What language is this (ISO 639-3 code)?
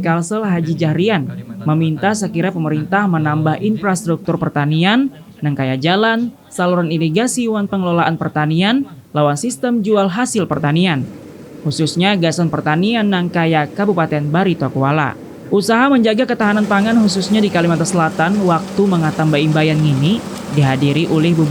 bjn